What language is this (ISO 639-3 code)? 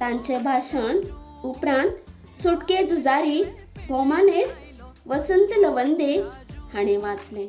kok